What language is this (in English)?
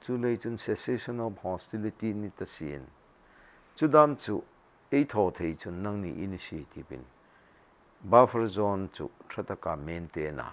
Hmar